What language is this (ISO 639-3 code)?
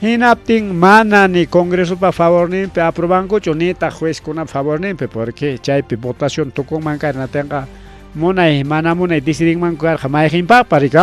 quy